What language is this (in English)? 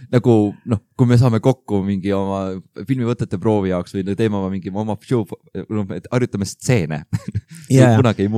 Estonian